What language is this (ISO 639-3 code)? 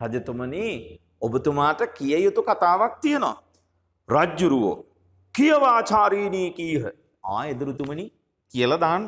sin